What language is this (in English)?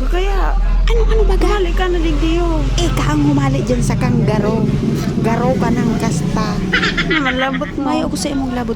Bikol